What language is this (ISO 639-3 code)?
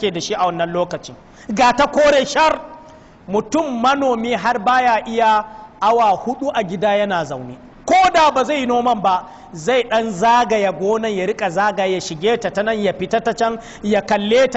hau